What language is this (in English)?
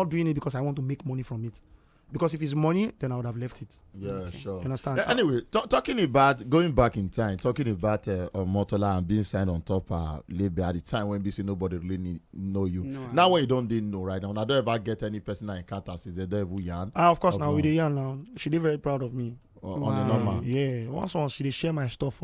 Nigerian Pidgin